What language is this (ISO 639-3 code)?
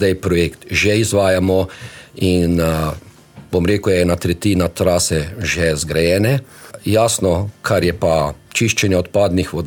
slv